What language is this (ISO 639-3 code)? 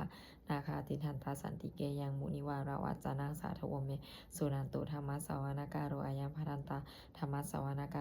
pli